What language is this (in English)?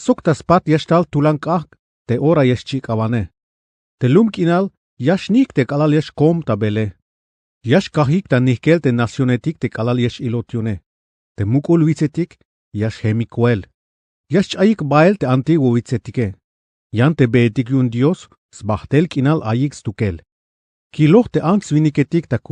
Tzeltal